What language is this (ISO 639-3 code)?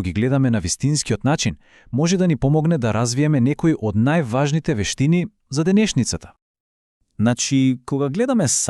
mkd